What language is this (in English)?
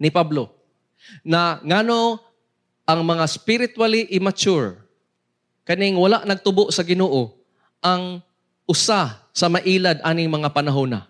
Cebuano